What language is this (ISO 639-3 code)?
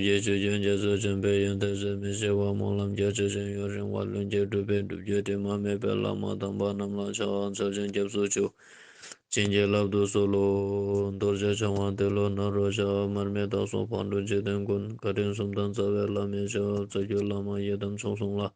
lbj